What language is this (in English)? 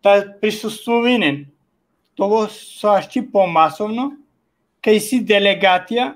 Balkan Romani